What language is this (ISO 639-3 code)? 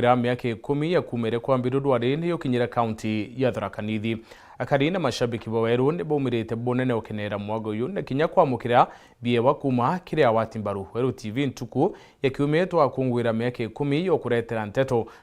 mer